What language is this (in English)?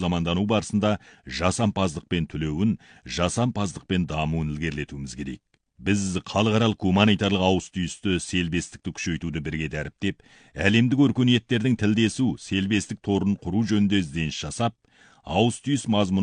Kazakh